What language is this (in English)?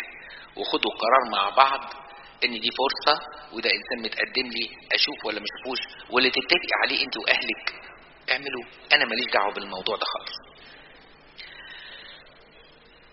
Egyptian Arabic